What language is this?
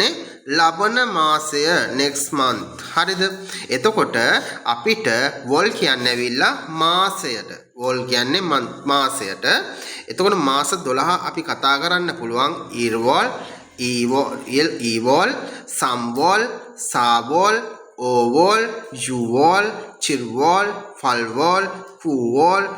Sinhala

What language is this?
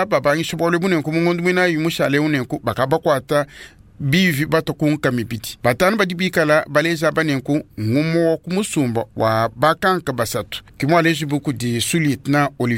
Luba-Lulua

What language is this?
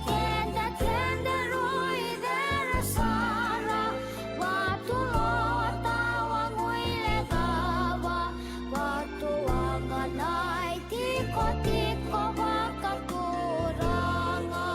Fijian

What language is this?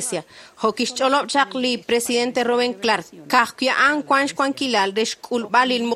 Kekchí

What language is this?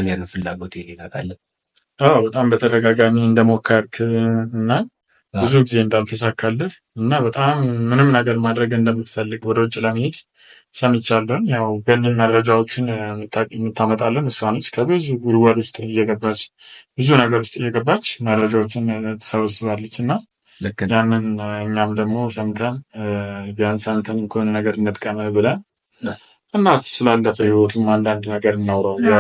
Amharic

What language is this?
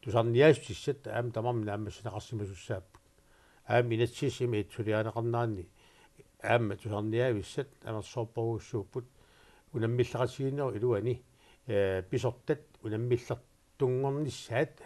Kalaallisut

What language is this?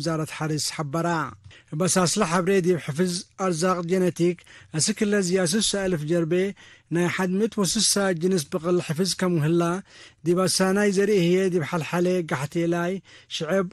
Tigre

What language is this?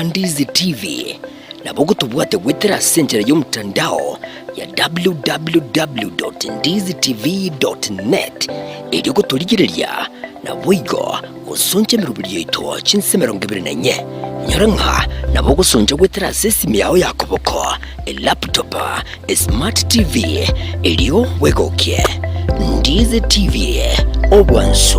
Gusii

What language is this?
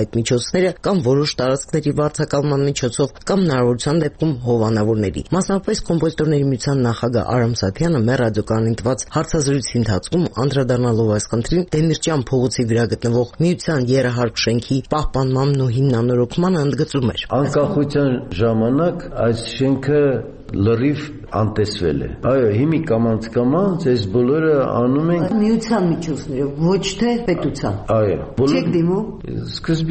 Armenian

